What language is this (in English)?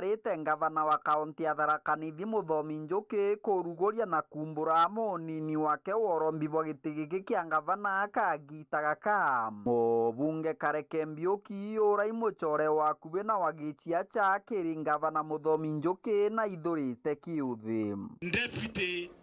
Meru